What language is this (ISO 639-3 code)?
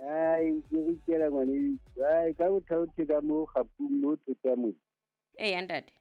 sot